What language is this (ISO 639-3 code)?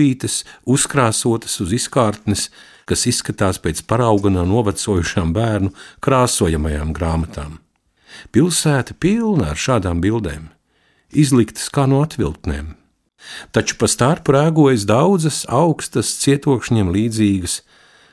lav